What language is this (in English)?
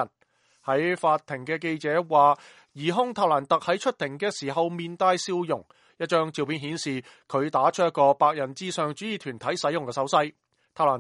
Cantonese